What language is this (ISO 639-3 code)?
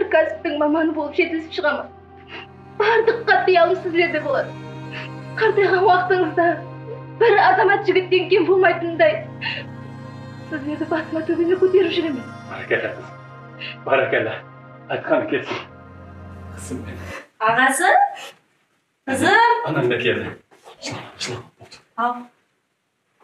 kaz